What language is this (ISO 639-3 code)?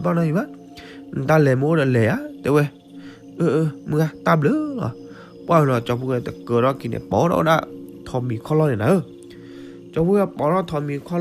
ksw